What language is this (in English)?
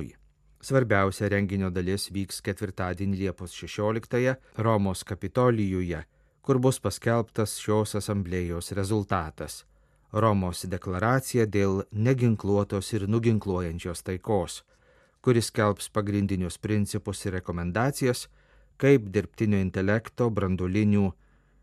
Lithuanian